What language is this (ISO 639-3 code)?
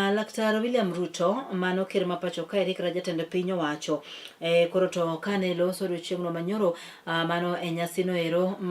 luo